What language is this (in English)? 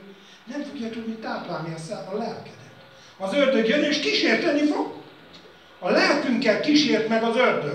Hungarian